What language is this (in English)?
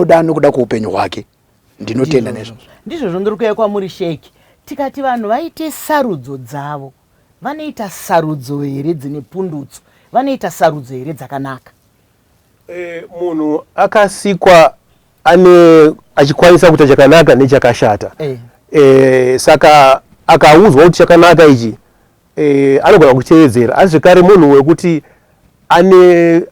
Shona